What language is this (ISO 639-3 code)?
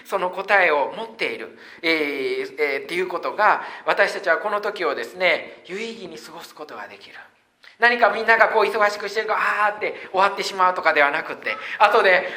jpn